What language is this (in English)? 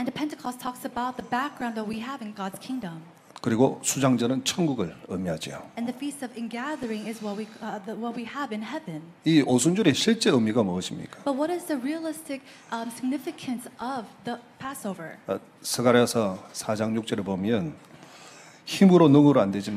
Korean